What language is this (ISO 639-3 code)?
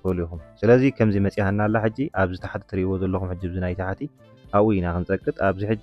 tir